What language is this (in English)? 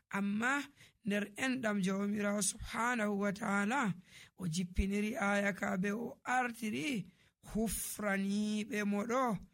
Nigerian Fulfulde